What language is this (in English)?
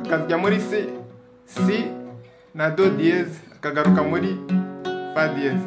Kinyarwanda